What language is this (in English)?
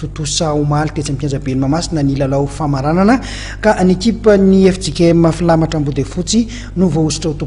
Malagasy